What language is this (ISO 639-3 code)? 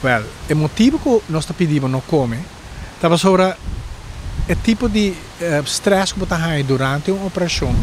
pap